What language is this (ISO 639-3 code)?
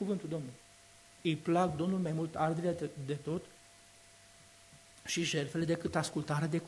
ron